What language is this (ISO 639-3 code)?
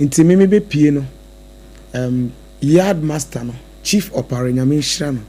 aka